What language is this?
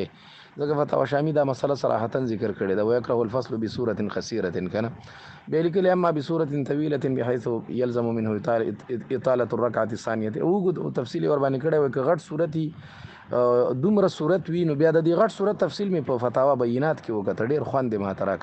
Pashto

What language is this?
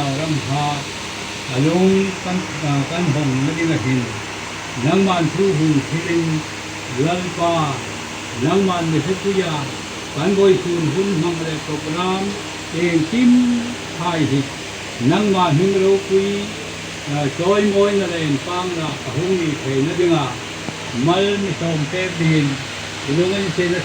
Hmar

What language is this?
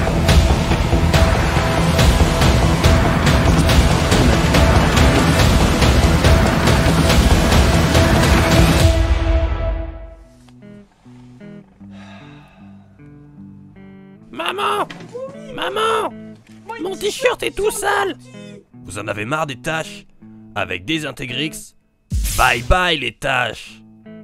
French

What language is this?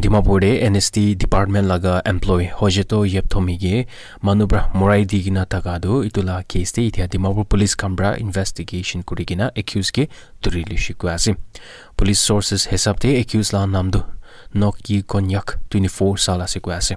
Naga Pidgin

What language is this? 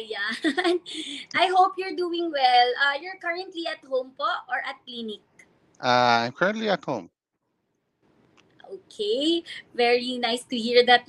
Filipino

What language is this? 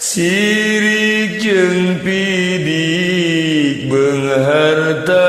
Sundanese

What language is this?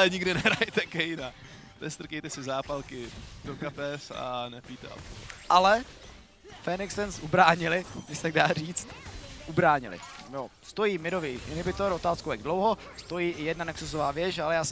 Czech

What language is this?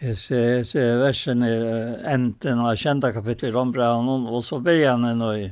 Faroese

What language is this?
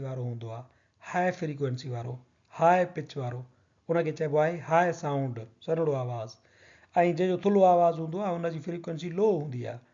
Sindhi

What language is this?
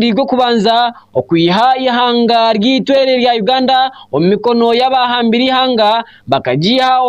Nyankole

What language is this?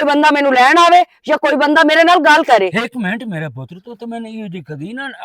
Western Panjabi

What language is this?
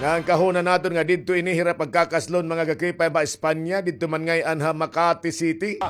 Waray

